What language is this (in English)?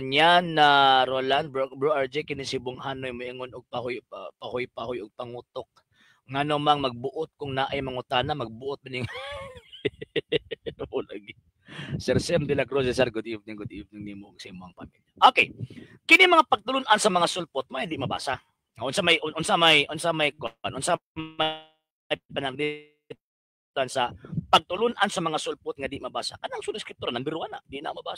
Cebuano